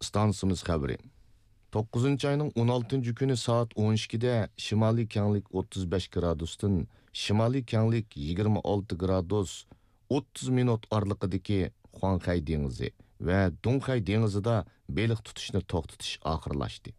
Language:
Uyghur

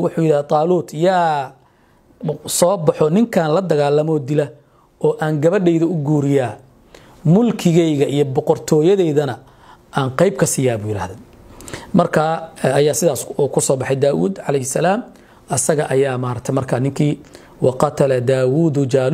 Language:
Somali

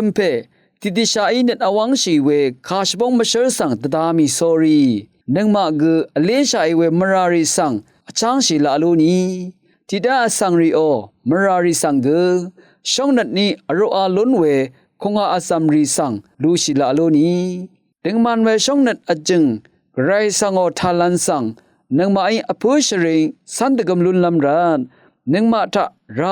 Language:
Rawang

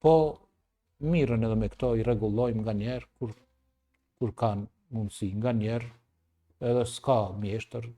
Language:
Albanian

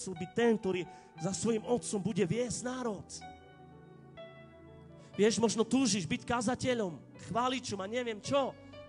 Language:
Slovak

